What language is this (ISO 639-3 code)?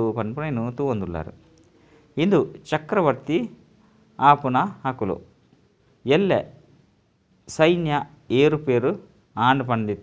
tcy